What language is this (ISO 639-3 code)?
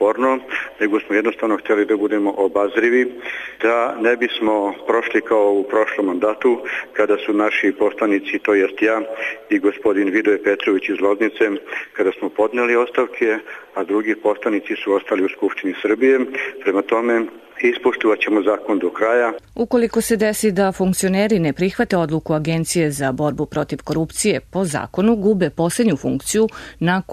srp